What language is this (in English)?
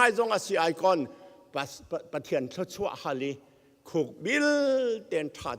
Hakha Chin